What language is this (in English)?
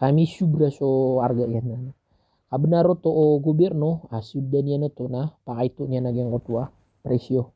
Maranao